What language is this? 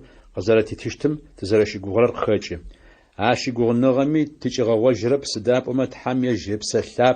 Adyghe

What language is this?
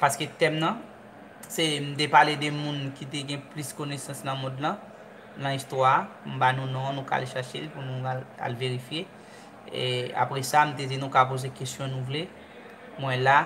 Haitian Creole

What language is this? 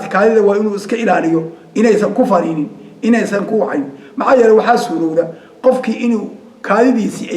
Somali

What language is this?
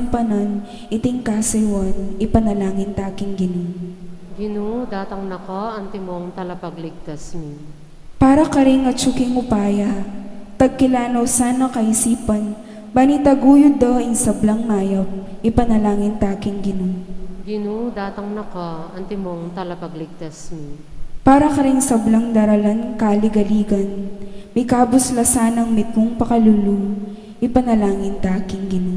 Pampanga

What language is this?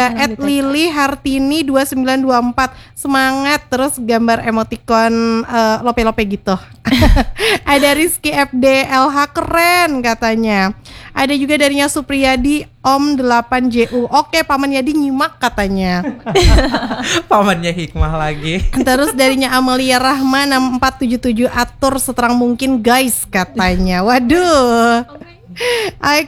Indonesian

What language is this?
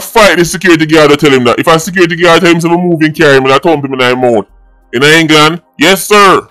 Jamaican Creole English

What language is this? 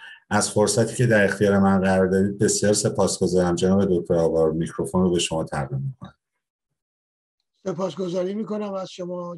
Persian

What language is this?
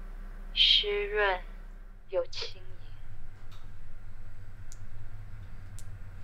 Chinese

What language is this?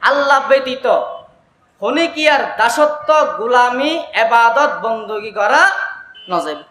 Rohingya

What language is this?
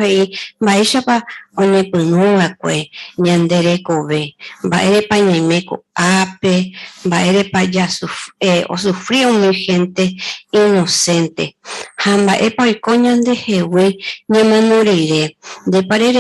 Guarani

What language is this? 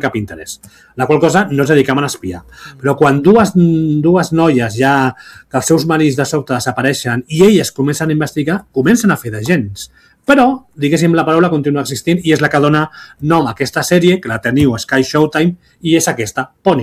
Catalan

